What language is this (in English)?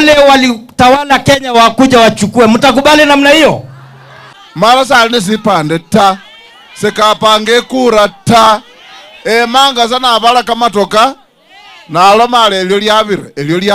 Meru